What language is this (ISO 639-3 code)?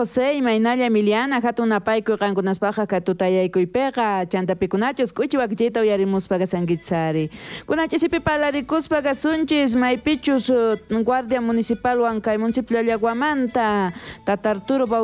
quh